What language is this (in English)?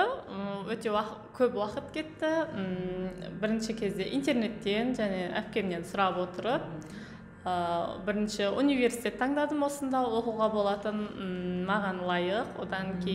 Kazakh